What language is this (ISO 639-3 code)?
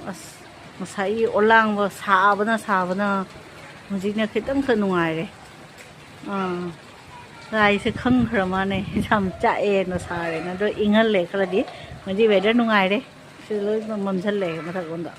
mni